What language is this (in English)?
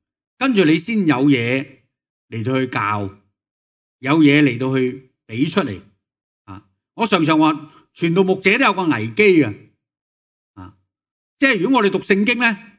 Cantonese